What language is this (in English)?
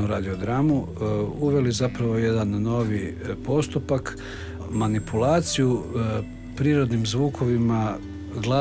Croatian